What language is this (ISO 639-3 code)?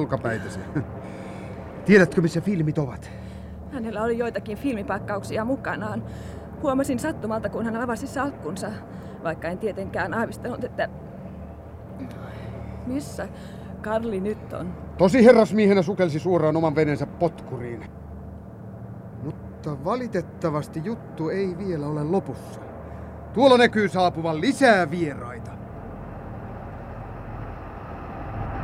fin